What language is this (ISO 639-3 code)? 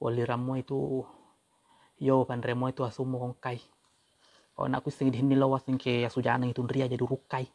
bug